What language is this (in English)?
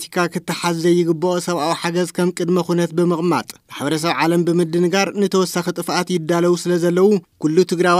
Tigrinya